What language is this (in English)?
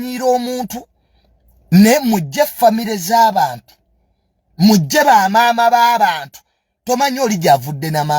Ganda